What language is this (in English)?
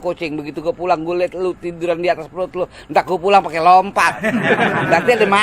Betawi